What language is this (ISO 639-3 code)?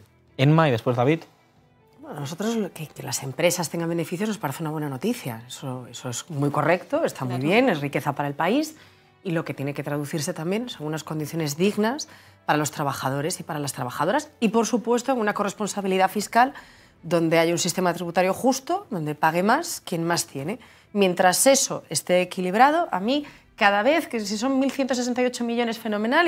spa